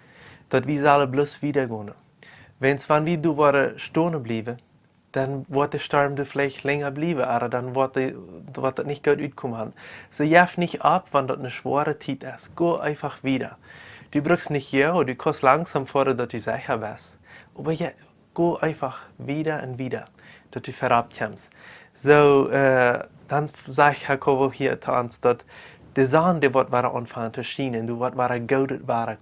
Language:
Plautdietsch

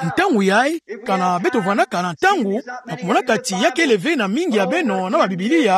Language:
Kituba (Democratic Republic of Congo)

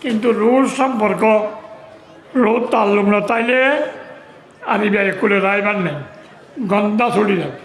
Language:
Rohingya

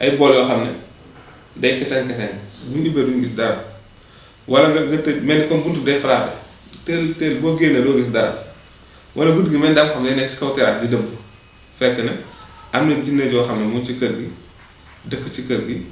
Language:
Wolof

